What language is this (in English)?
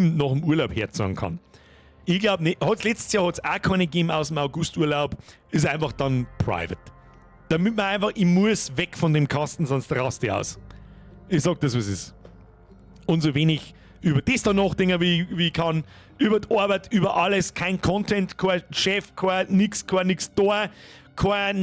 Bavarian